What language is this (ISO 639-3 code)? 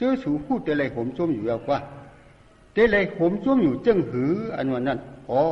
shn